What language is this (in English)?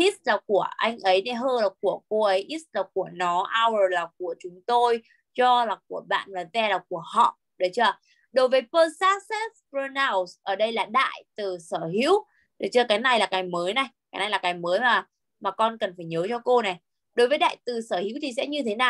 Vietnamese